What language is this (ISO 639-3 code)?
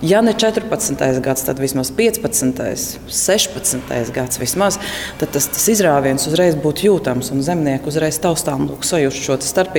lav